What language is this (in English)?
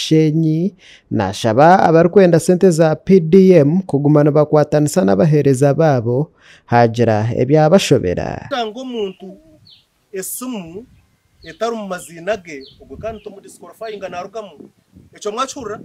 Nyankole